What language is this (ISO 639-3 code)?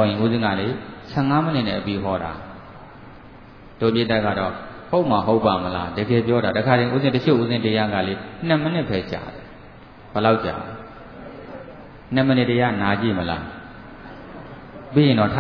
mya